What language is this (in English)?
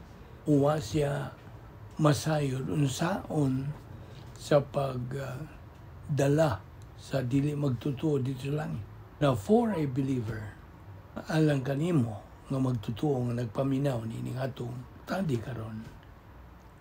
Cebuano